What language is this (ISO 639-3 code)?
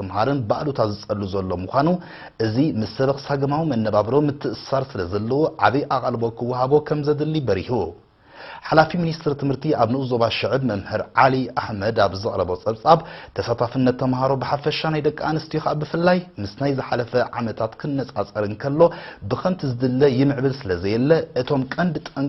tir